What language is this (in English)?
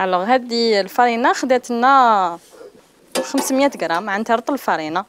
Algerian Arabic